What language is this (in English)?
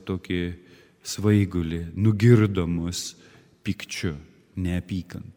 Lithuanian